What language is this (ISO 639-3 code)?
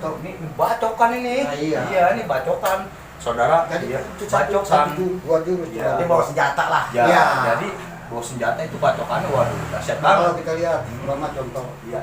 bew